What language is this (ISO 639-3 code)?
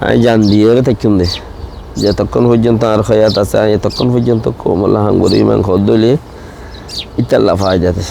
rhg